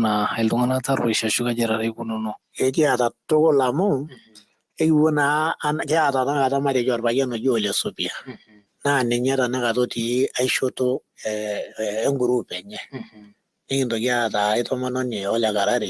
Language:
Masai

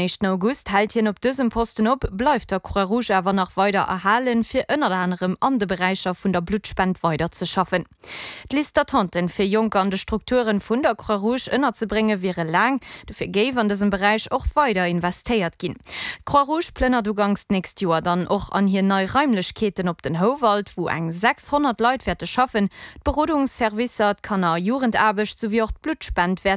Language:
Luxembourgish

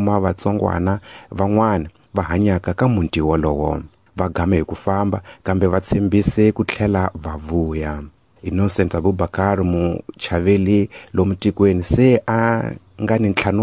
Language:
Tsonga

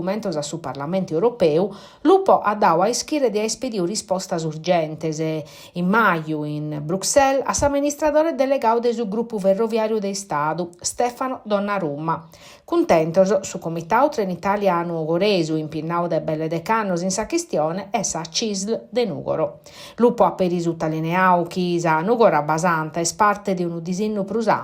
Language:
Sardinian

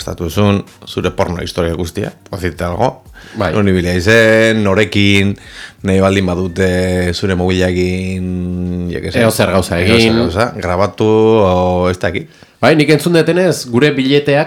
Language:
Basque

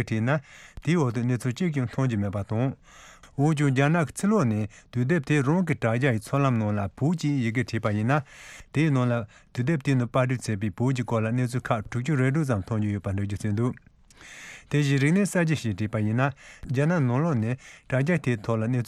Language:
Tibetan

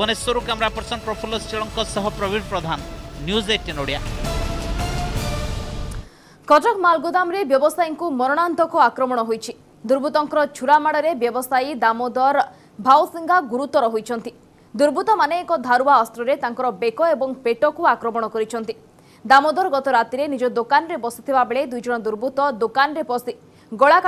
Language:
Odia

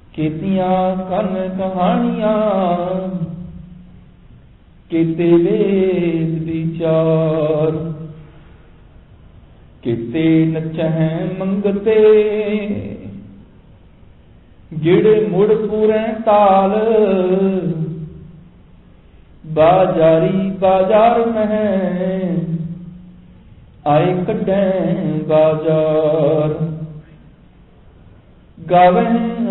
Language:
Punjabi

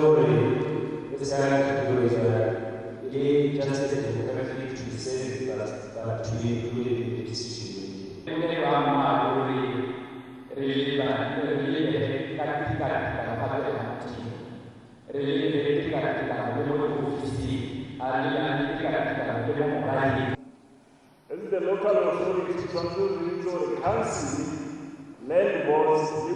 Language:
Tswana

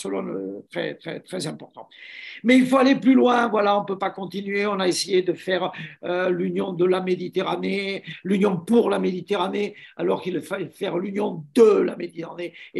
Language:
French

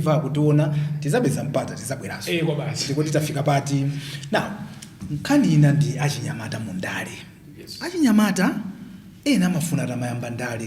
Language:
Nyanja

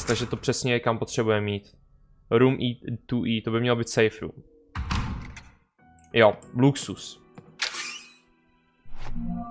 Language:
Czech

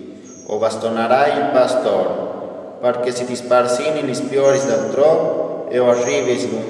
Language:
Friulian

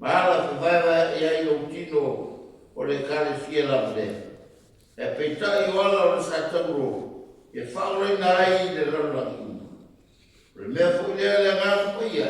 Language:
Samoan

